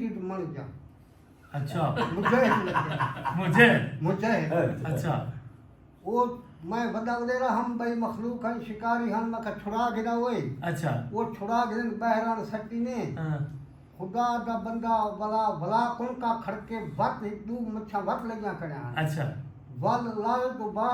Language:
Saraiki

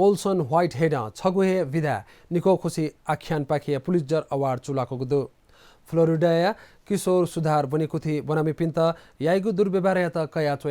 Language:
Newari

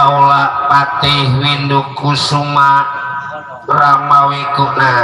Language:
Betawi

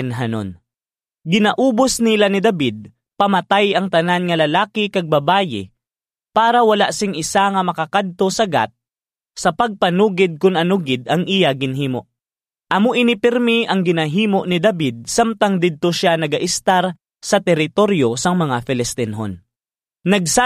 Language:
Hiligaynon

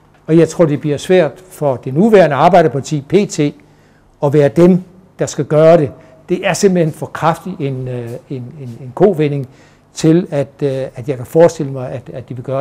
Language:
Danish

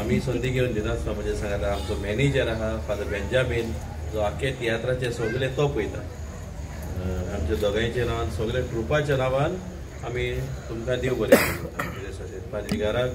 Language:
Konkani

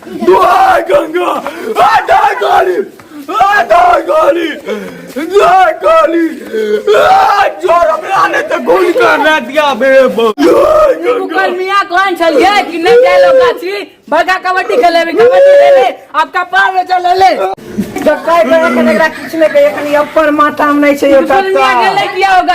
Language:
Maithili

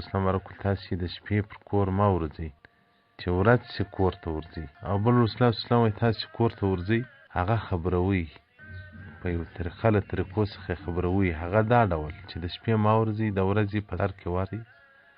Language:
Pashto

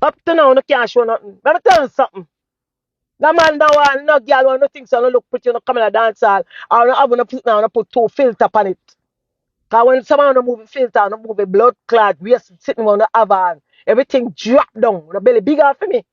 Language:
Jamaican Creole English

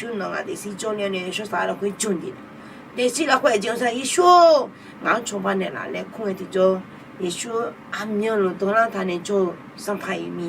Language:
Akha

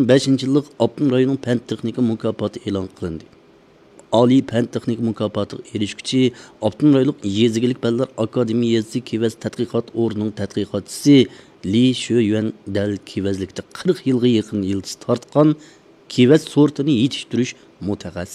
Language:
Uyghur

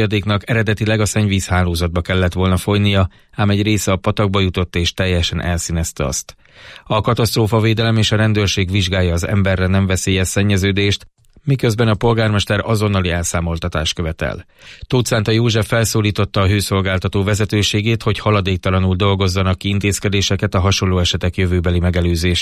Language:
Hungarian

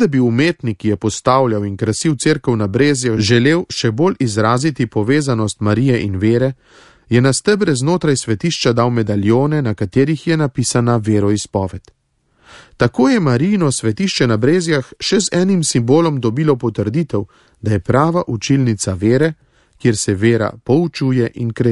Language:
Slovenian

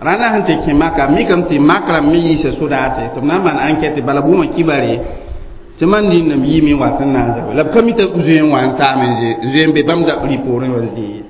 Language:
Mossi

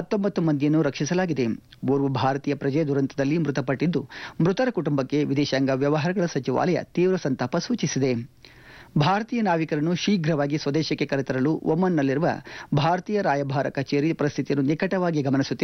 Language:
Kannada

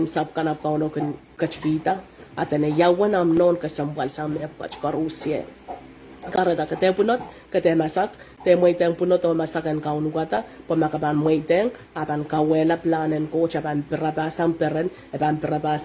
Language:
Pohnpeian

